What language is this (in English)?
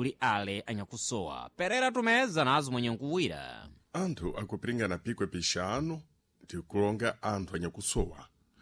Sena